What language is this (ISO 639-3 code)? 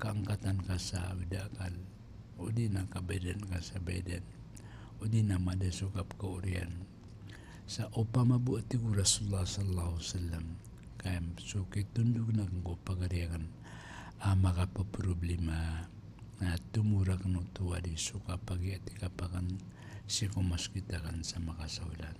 mrw